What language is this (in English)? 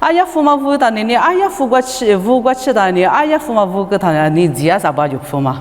Lisu